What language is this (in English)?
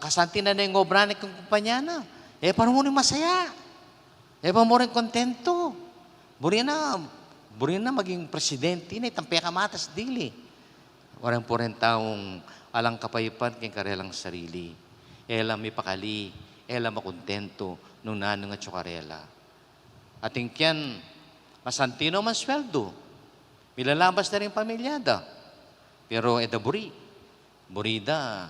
Pampanga